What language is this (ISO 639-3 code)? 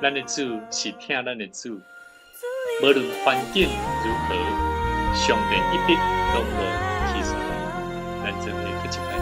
nan